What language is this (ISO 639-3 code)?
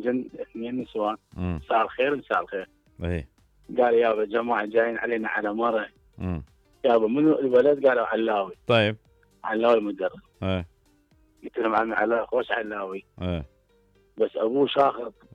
acm